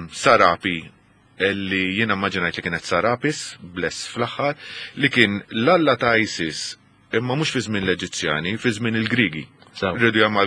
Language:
Maltese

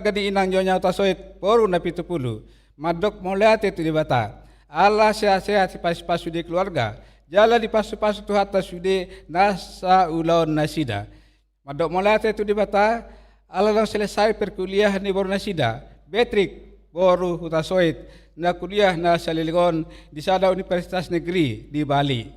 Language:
Batak Toba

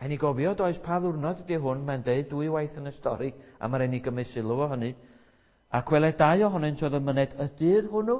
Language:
Welsh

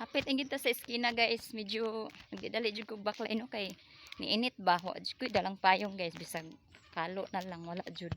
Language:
Cebuano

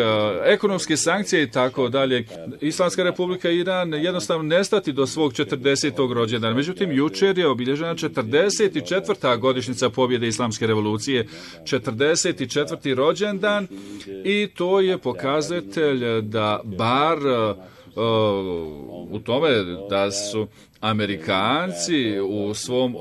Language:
Bosnian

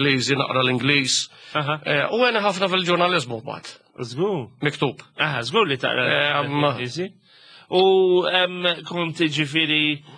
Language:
Maltese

